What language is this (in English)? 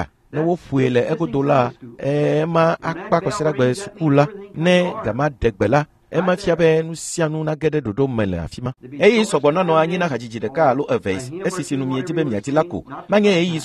Ewe